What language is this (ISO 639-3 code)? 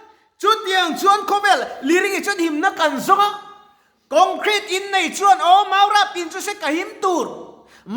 lus